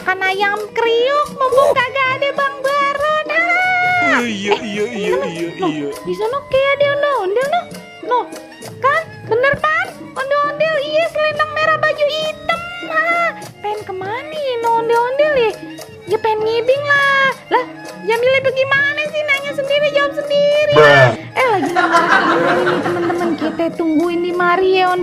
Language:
Betawi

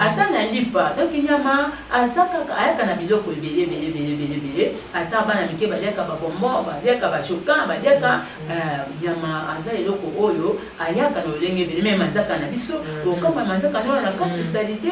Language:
Lingala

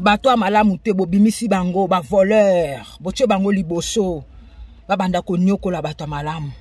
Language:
Lingala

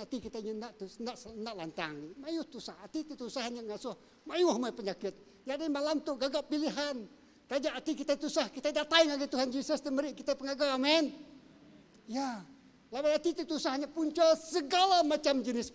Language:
Iban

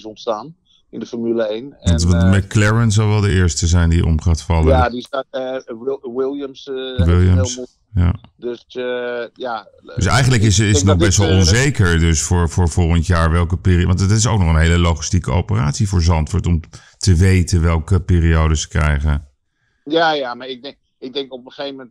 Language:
Dutch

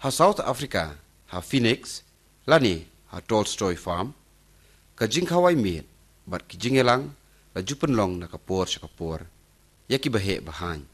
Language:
Khasi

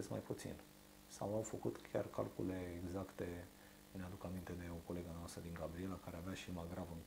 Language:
Romanian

